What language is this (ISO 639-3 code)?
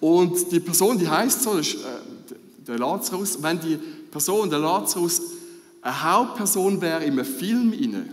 gsw